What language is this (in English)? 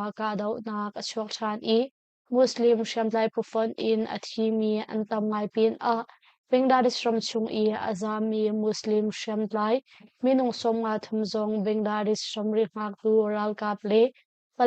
Hakha Chin